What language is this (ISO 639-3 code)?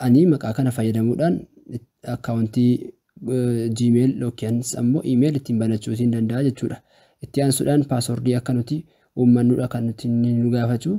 orm